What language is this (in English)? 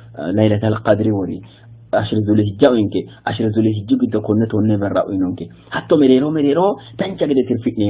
Sidamo